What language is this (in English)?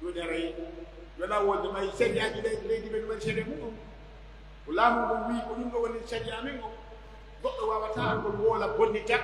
Pular